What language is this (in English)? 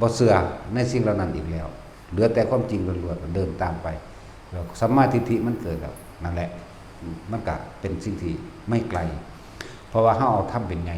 Northeastern Thai